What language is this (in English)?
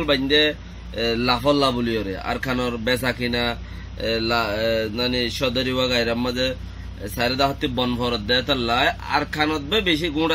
Rohingya